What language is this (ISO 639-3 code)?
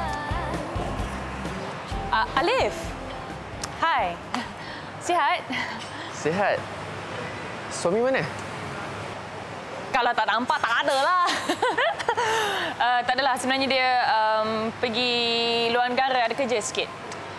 msa